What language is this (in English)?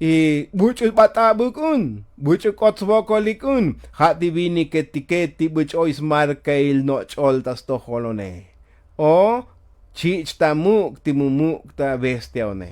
Tzotzil